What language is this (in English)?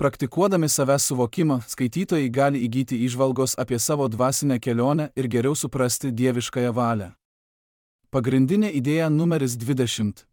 Lithuanian